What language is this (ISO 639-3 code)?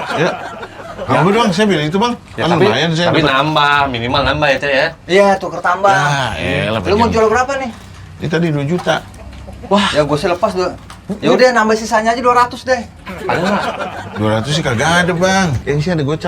bew